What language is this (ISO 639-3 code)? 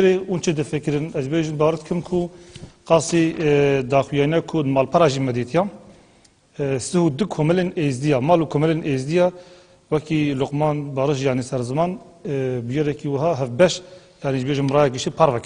kur